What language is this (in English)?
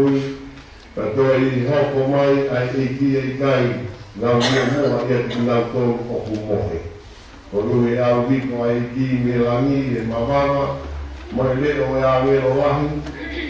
Tongan